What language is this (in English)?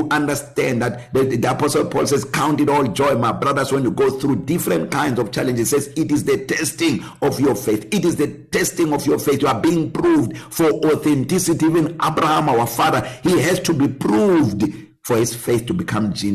English